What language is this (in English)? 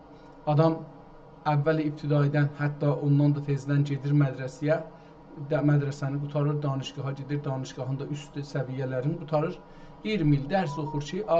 South Azerbaijani